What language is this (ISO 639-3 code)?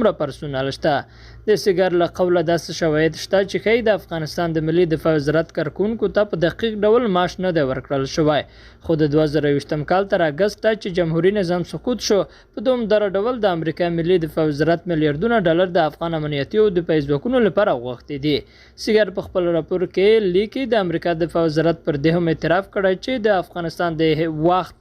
pus